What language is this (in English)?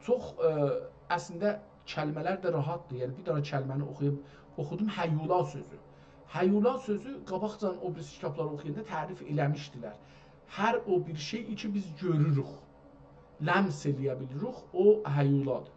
South Azerbaijani